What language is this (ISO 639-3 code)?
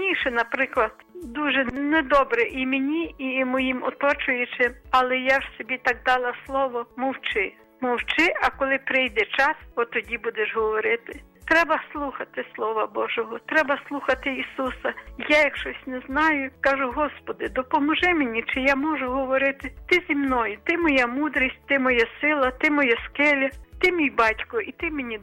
ukr